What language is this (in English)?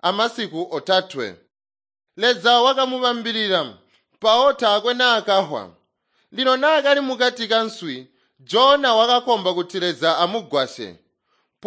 Tonga (Zambia)